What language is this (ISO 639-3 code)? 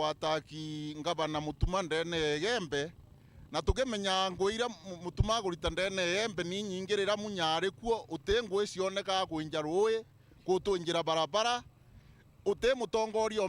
mer